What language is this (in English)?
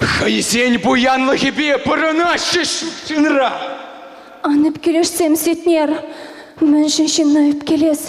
Chuvash